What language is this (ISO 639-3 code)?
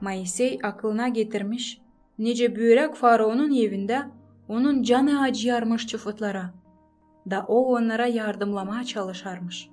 gag